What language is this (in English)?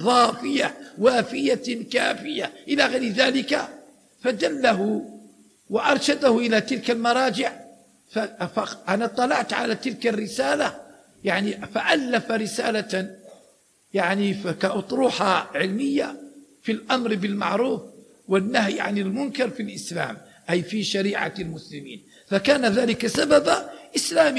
Arabic